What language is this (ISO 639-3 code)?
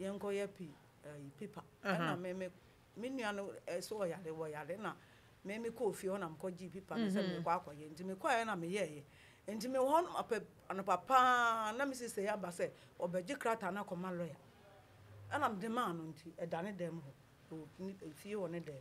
aka